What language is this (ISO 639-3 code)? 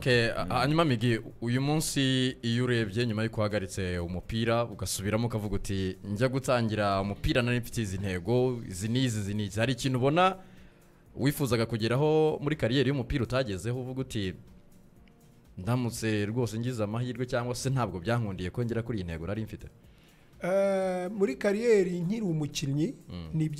kin